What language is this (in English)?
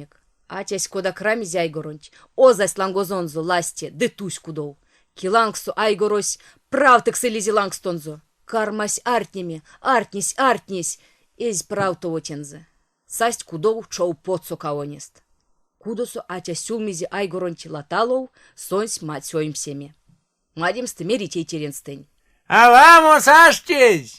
Erzya